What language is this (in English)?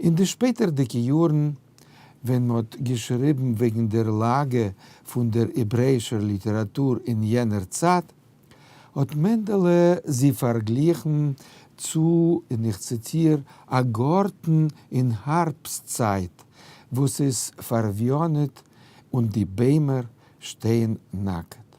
Yiddish